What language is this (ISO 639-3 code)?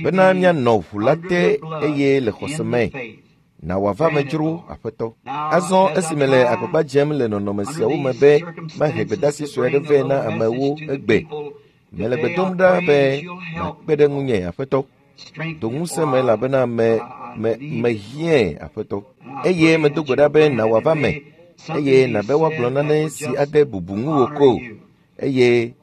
ewe